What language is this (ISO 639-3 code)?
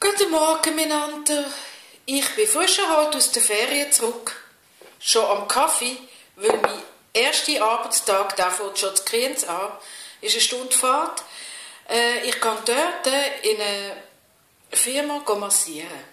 gsw